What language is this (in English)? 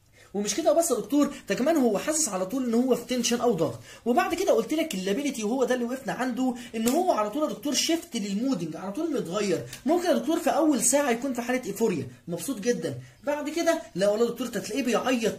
Egyptian Arabic